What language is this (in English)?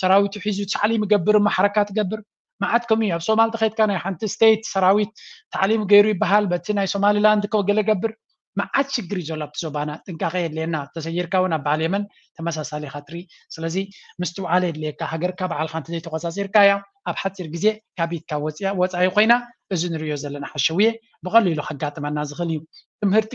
Tigrinya